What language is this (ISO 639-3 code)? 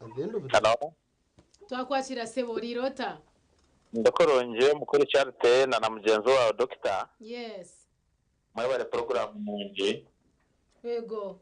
nyn